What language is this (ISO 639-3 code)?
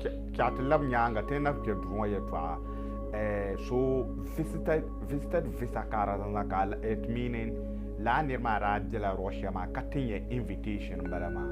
dag